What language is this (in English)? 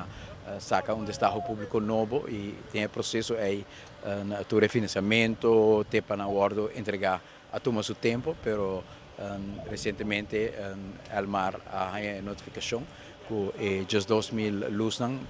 Papiamento